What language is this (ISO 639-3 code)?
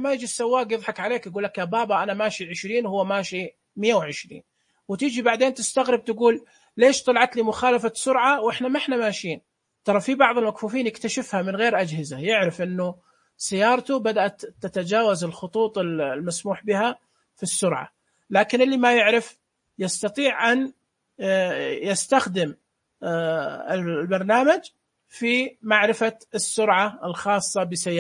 ars